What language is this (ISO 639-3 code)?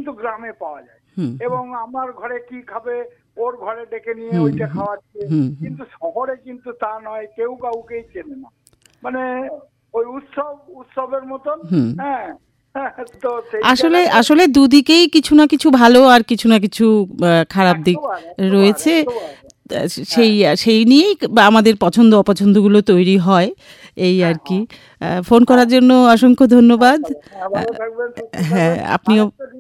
ben